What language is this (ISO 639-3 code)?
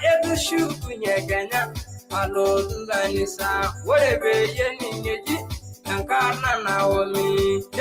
mas